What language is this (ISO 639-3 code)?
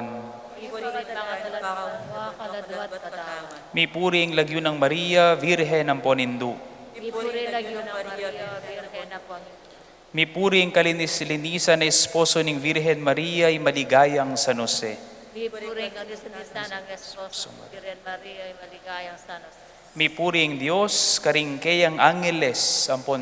pam